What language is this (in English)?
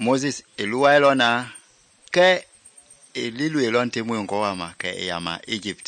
Mende